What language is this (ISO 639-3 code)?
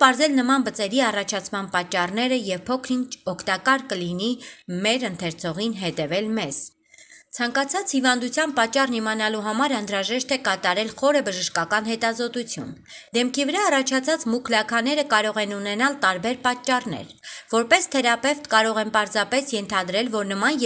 hye